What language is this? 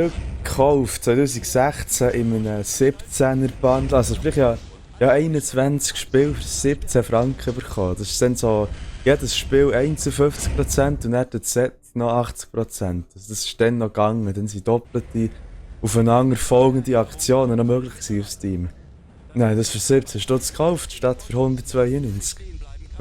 Swiss German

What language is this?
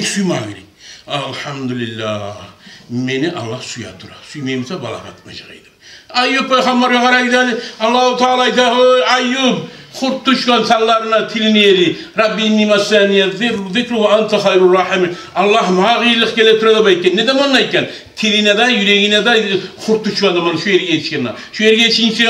Kumyk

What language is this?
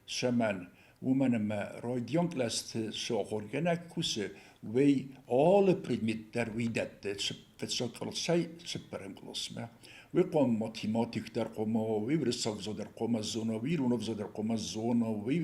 Ossetic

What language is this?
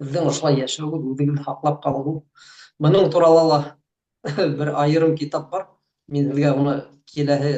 Bashkir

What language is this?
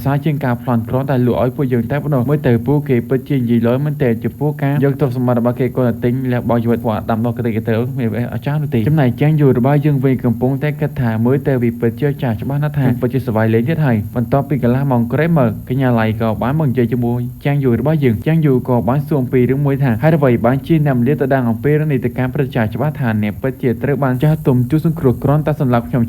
Khmer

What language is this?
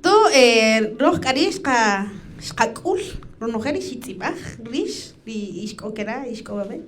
Kaqchikel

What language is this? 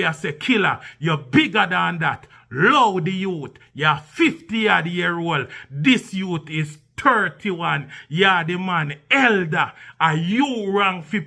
Jamaican Creole English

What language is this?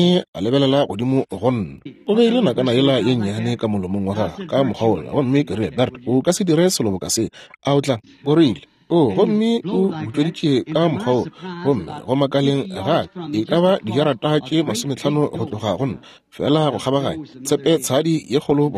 Northern Sotho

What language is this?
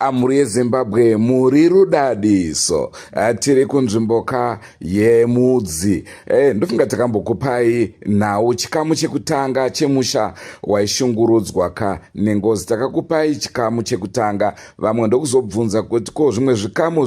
Shona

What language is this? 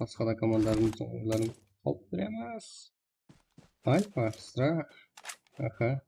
Kara-Kalpak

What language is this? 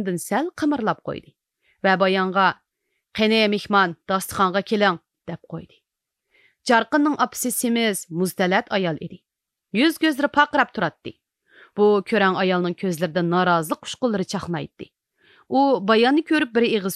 Uyghur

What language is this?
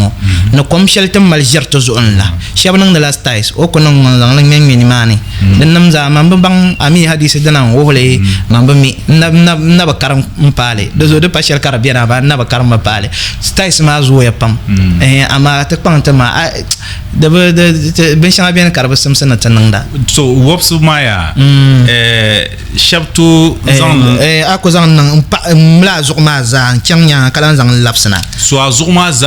Dagbani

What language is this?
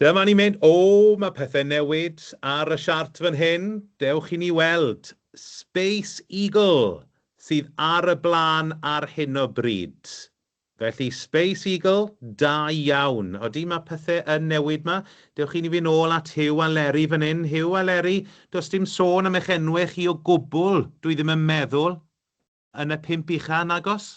Welsh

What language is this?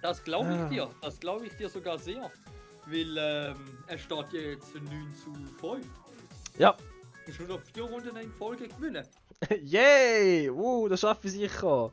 Swiss German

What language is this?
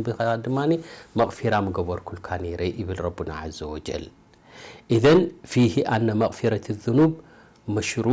Tigrinya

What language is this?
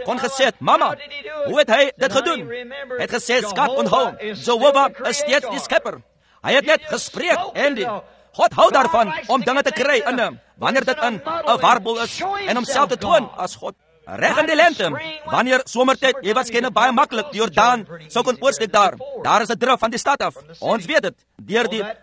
Afrikaans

